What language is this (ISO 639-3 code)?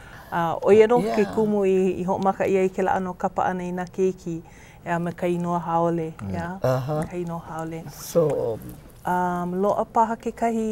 haw